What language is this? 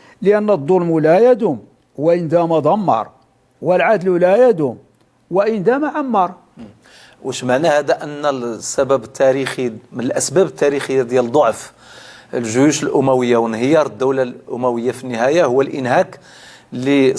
Moroccan Arabic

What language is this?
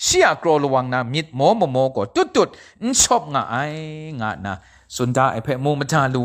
Kachin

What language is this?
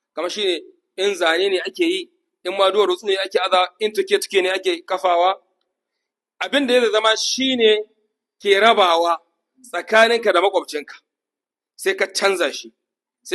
Hausa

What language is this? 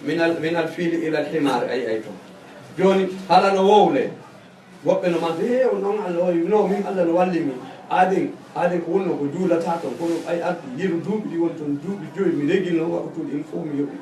Fula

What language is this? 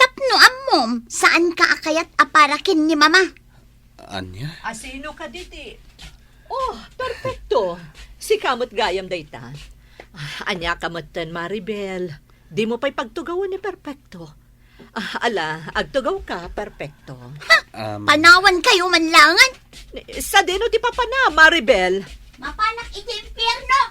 Iloko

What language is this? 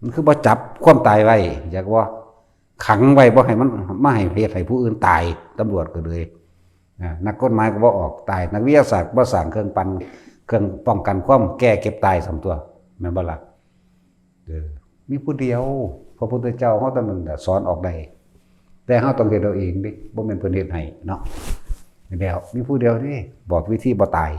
Northeastern Thai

